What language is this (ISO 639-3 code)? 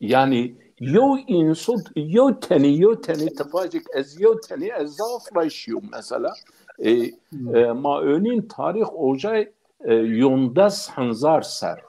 zza